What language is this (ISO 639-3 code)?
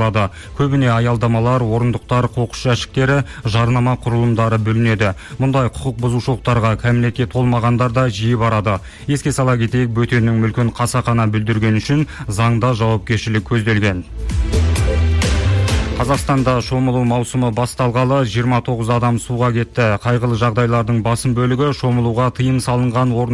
kaz